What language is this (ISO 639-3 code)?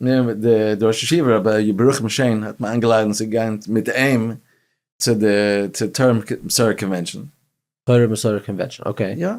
yid